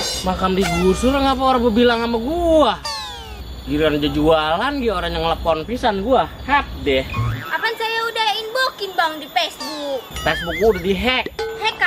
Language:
Betawi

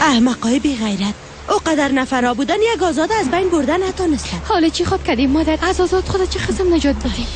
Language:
Persian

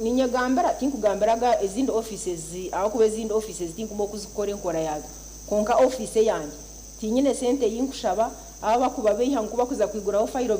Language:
Nyankole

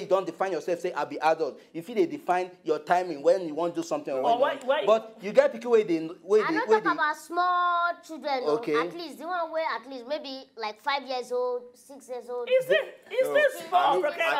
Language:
Nigerian Pidgin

